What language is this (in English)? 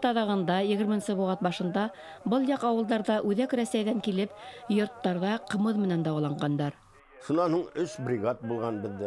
Bashkir